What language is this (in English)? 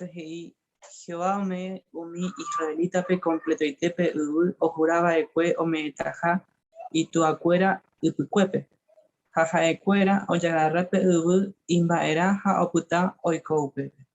Guarani